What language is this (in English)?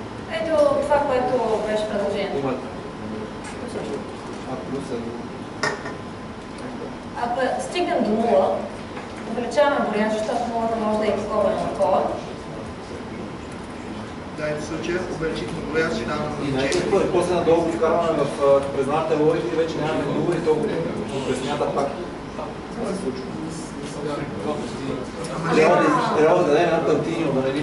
Bulgarian